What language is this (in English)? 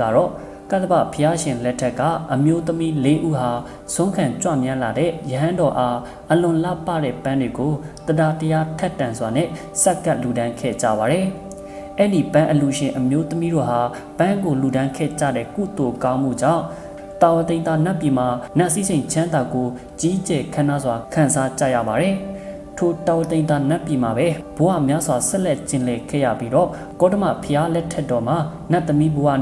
Burmese